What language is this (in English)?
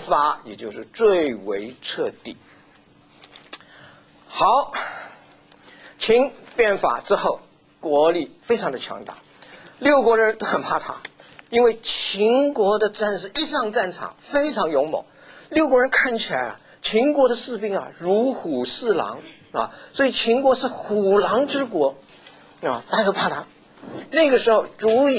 Chinese